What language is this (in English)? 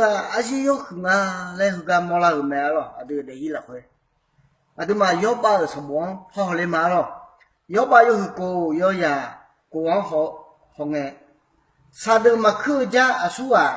Akha